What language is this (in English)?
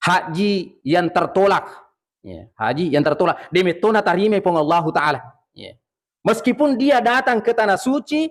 Buginese